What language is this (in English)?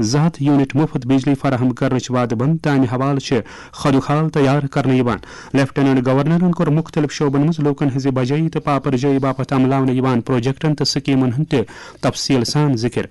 Kashmiri